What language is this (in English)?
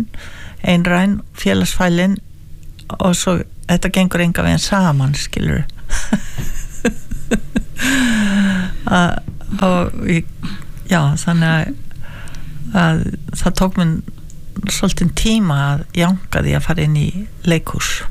Icelandic